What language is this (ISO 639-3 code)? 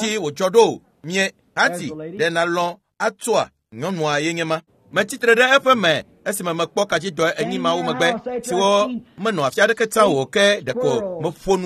ewe